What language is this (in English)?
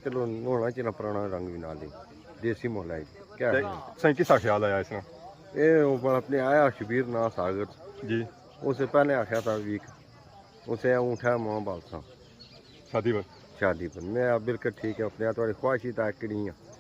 Pahari-Potwari